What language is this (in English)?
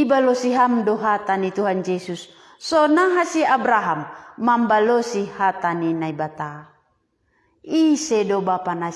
Batak Simalungun